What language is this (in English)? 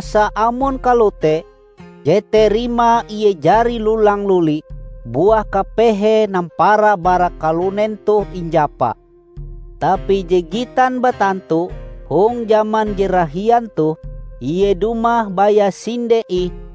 Ngaju